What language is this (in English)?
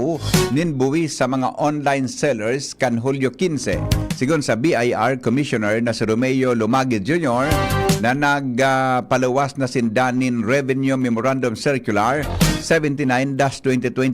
Bikol